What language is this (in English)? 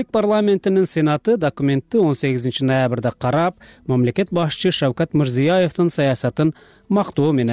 Kyrgyz